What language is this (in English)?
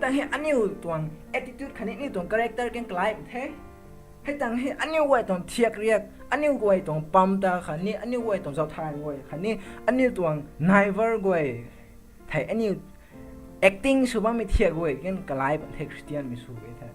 Rongmei Naga